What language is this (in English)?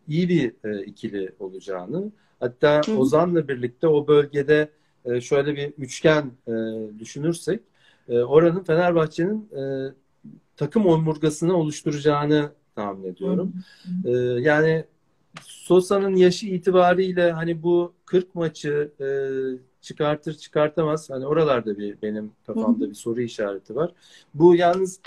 Turkish